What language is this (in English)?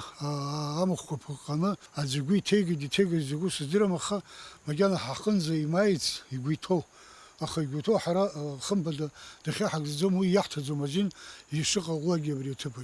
Abkhazian